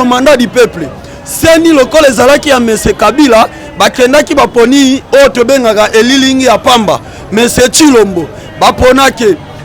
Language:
Lingala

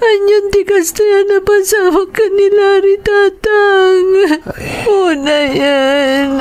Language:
Iloko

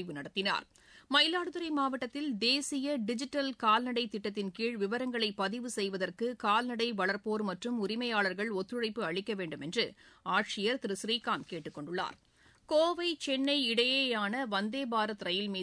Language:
Tamil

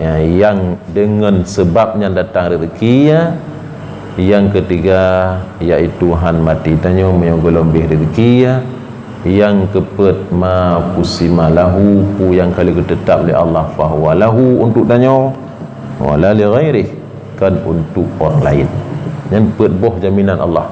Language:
Achinese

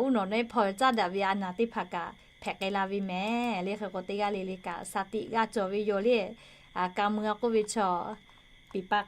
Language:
Lahu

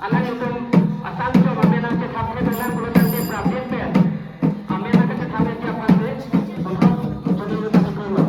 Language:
Karbi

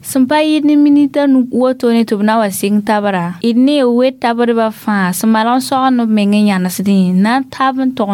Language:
Mossi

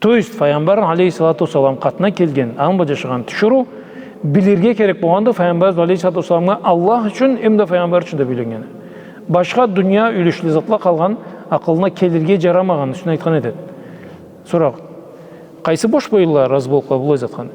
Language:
Karachay-Balkar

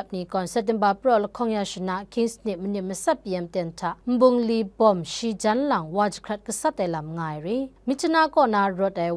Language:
Kachin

